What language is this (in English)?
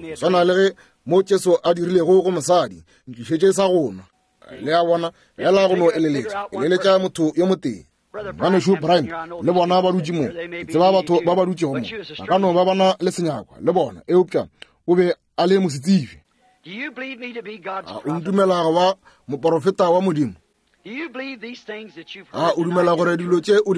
Northern Sotho